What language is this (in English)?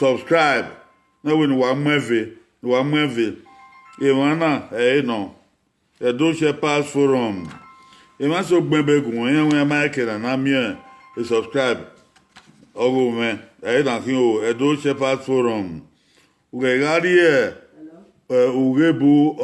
Bini